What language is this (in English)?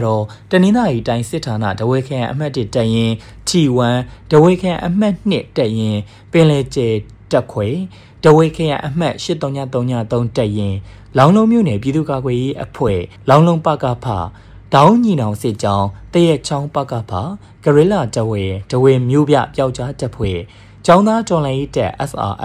Burmese